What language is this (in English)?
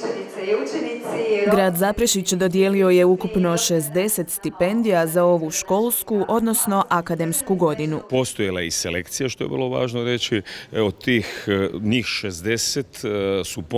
Croatian